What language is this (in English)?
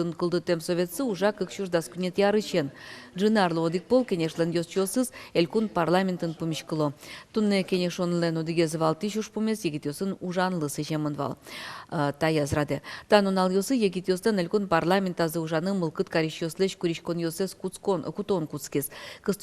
Udmurt